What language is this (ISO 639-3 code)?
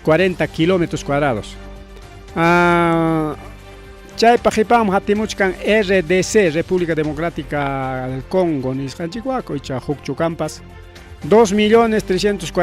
quy